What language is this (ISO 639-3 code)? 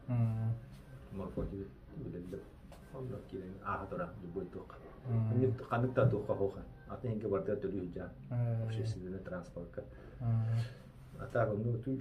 sah